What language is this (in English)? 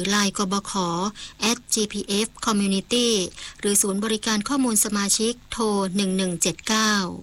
Thai